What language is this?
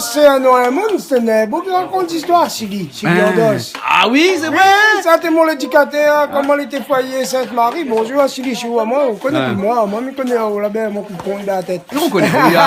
Réunion Creole French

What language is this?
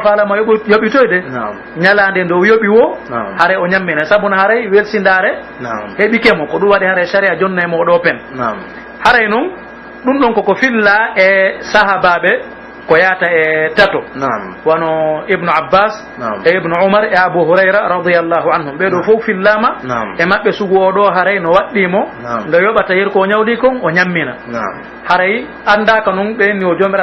Pular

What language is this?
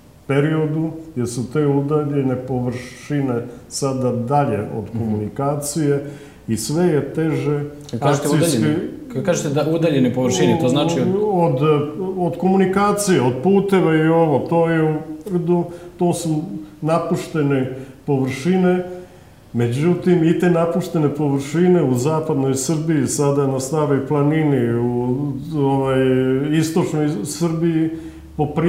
Serbian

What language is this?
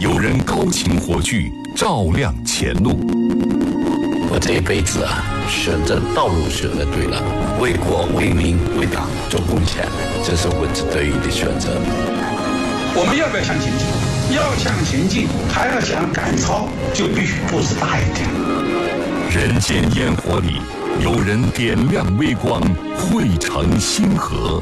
Chinese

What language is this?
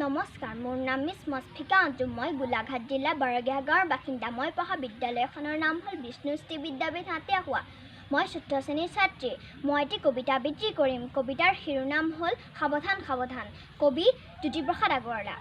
Assamese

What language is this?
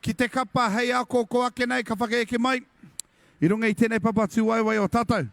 Māori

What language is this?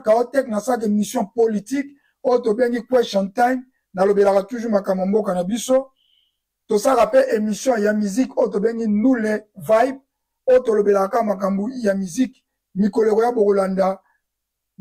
Lingala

